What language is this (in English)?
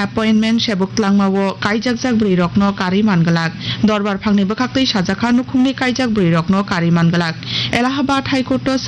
Kok Borok